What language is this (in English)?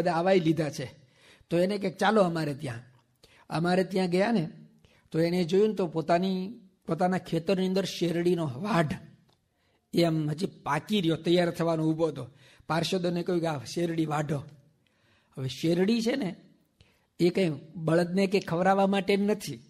Gujarati